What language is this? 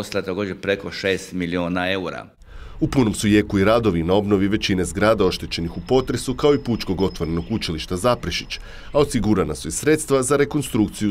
Croatian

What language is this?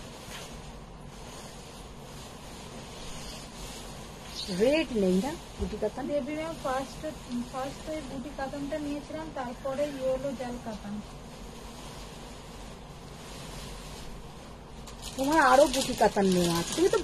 Bangla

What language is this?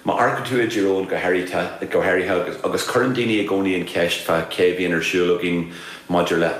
Irish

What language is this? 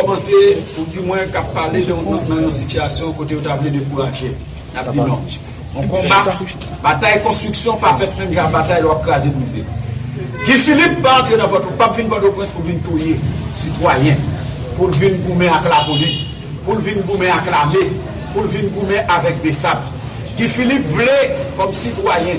Haitian Creole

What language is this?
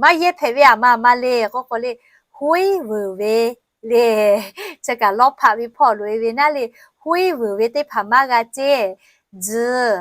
Lahu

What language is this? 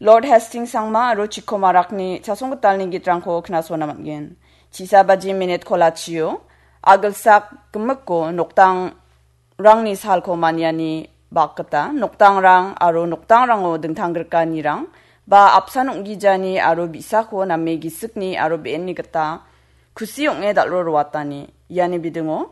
Garo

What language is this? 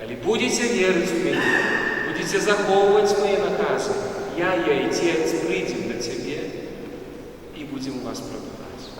Belarusian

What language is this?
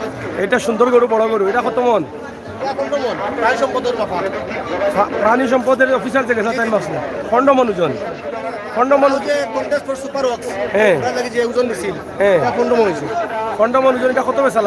Sylheti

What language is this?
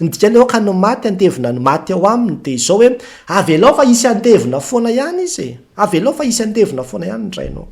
Malagasy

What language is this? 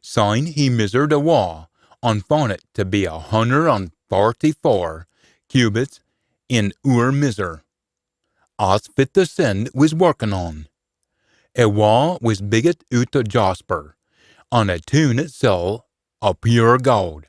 Scots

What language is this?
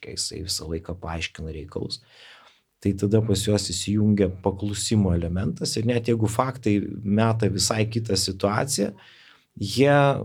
Lithuanian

